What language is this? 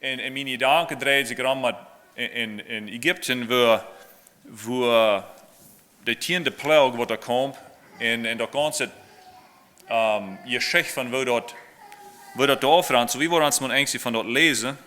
Plautdietsch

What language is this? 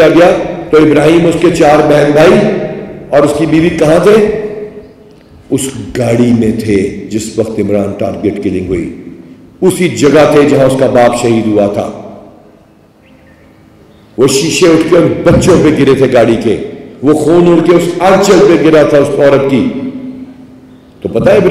Urdu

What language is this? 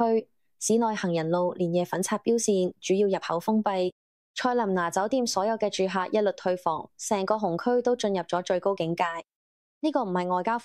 Cantonese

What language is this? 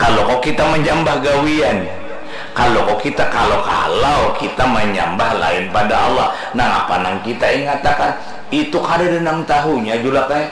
Banjar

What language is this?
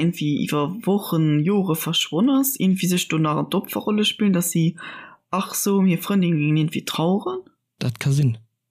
Luxembourgish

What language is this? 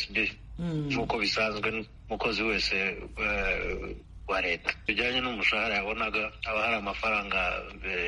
Kinyarwanda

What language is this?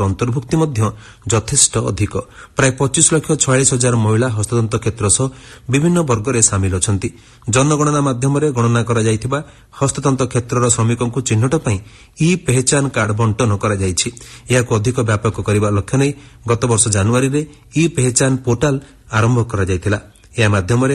Odia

